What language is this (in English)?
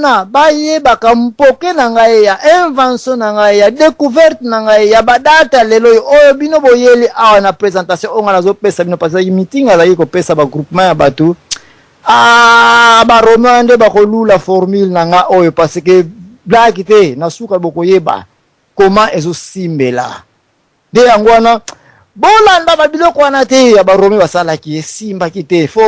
Lingala